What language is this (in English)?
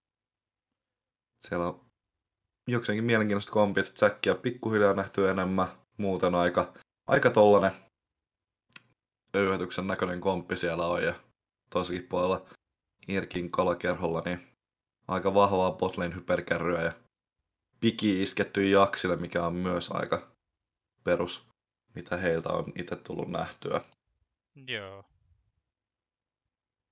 Finnish